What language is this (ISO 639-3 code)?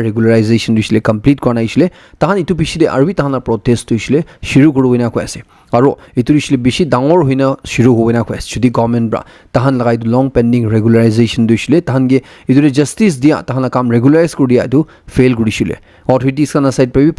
nag